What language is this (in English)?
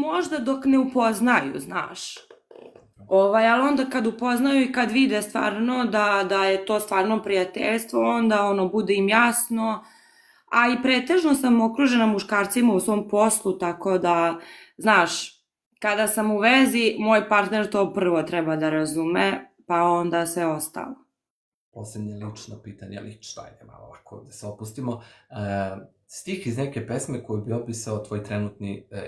Serbian